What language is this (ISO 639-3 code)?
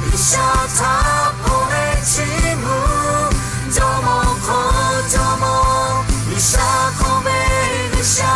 lhu